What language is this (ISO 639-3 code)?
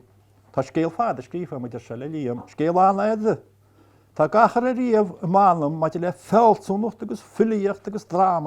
gle